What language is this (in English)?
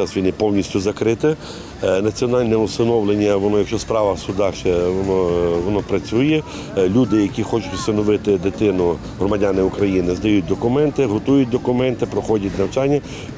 Ukrainian